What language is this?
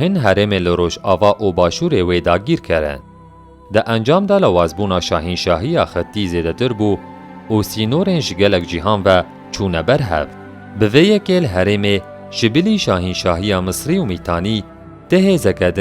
Kurdish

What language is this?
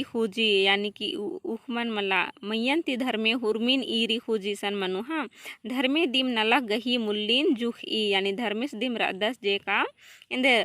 Kurukh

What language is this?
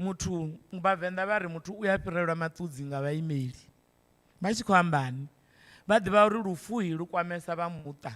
Venda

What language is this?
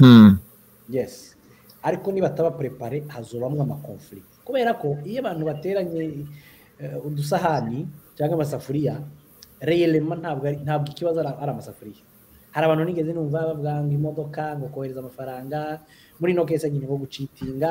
Kinyarwanda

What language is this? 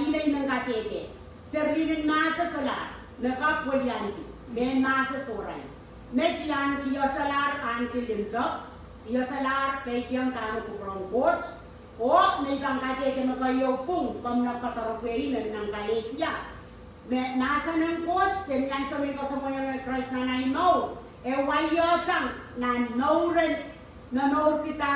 Pohnpeian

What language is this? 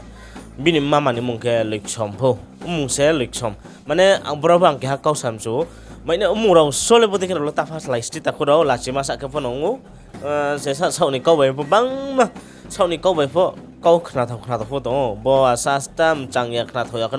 Riang (India)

